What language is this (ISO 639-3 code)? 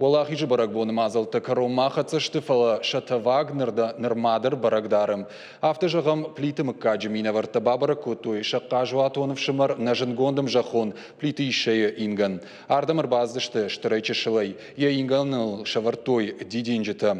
oss